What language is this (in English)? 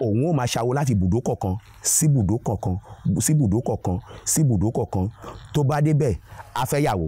Yoruba